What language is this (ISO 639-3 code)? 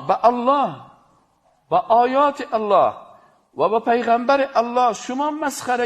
fas